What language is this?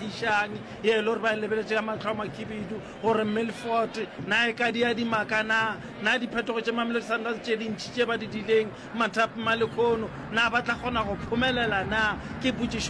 Northern Sotho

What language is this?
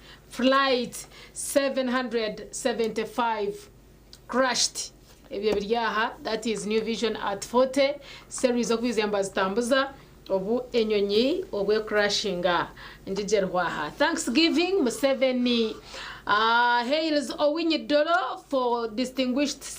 Nyankole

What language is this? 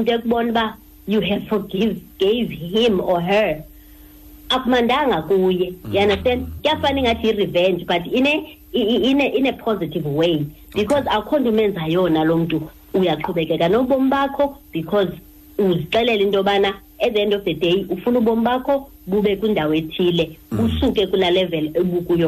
Xhosa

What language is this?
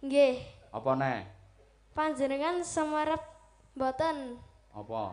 Javanese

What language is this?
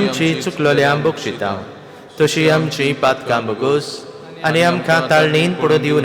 Konkani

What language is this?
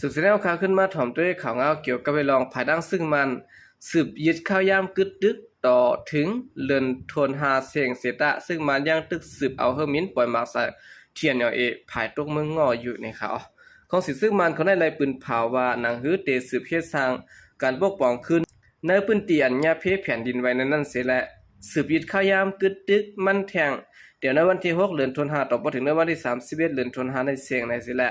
Shan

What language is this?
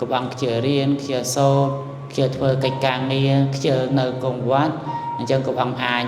Khmer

